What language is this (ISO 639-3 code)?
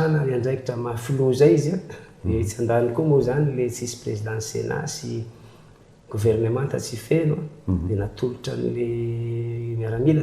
mlg